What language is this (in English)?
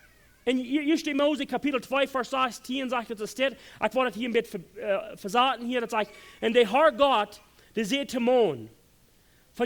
Plautdietsch